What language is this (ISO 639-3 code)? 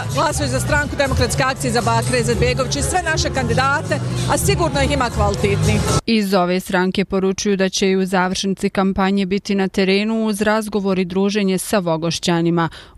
bos